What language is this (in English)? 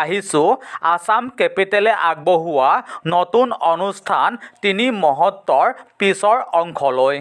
Assamese